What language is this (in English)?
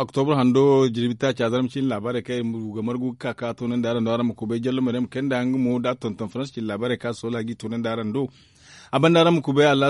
Zarma